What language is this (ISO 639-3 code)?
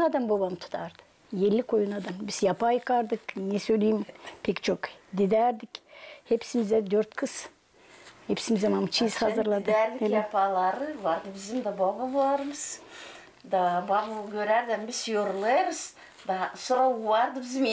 gag